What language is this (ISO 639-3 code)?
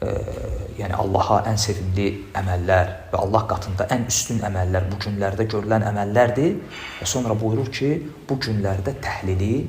aze